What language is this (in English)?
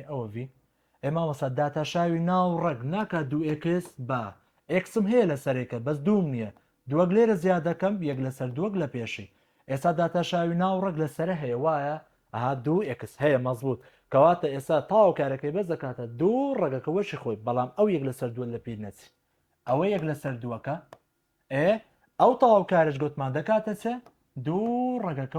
Central Kurdish